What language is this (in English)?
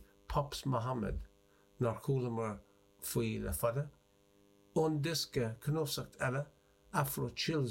Irish